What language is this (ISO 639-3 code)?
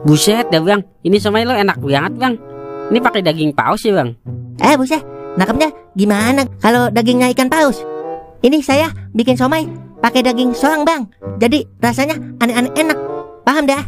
bew